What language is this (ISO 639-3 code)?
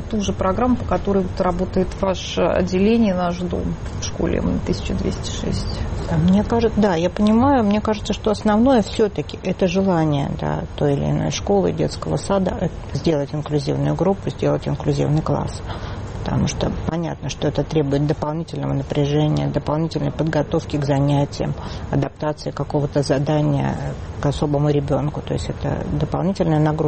rus